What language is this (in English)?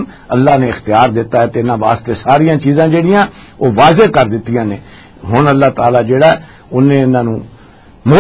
Western Panjabi